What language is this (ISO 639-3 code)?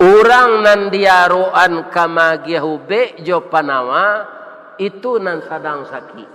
min